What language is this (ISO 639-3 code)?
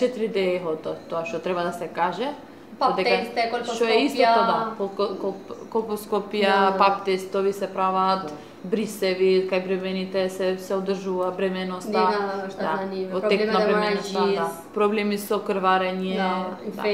mkd